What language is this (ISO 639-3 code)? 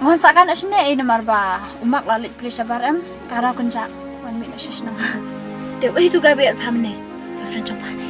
kha